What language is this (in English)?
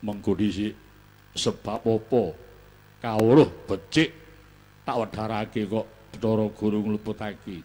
Javanese